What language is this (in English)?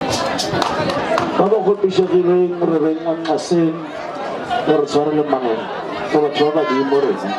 Northern Sotho